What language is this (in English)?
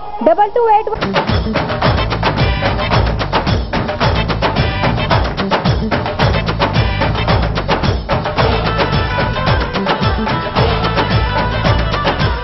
Hindi